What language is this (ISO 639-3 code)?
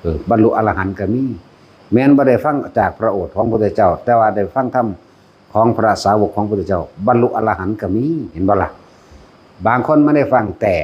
tts